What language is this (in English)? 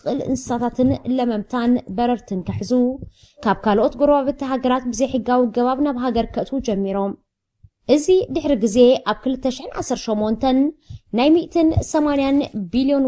Tigrinya